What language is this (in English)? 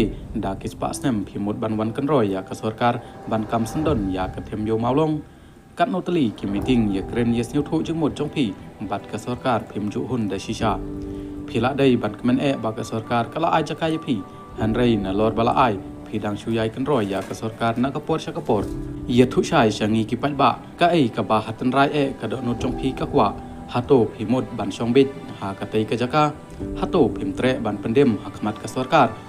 Khasi